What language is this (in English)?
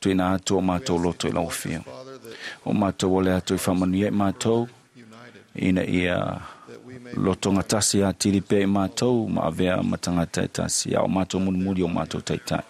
Samoan